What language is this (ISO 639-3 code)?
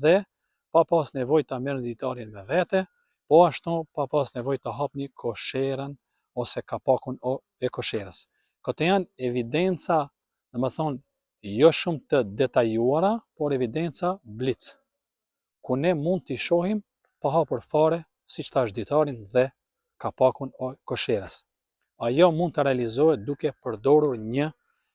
sqi